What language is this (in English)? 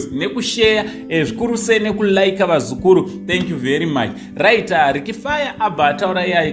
Shona